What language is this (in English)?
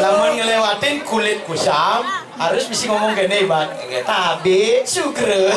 Balinese